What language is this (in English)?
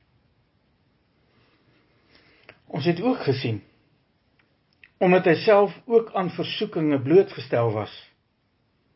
Afrikaans